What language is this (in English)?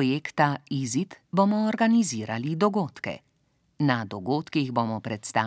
Slovenian